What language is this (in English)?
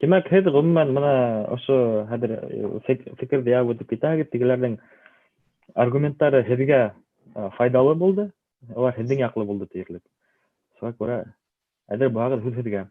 Bashkir